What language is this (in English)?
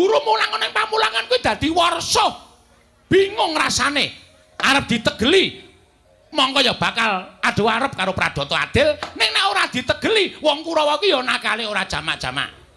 Javanese